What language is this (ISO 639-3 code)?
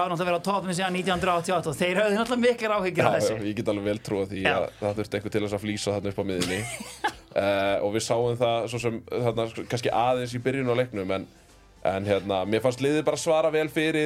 isl